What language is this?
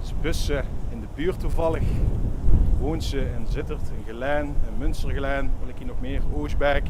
Limburgish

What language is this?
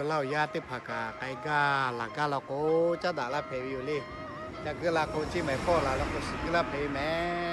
Lahu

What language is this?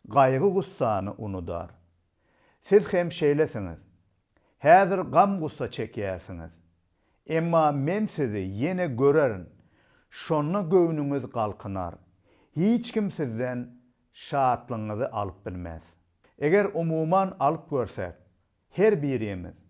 Turkmen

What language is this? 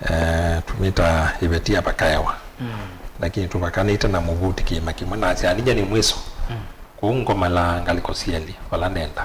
Kamba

